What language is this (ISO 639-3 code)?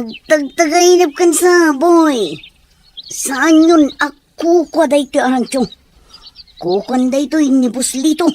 ilo